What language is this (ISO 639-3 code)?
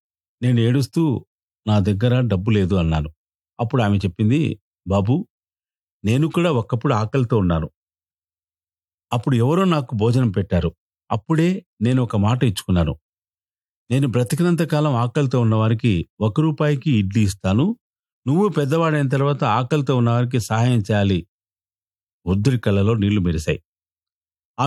tel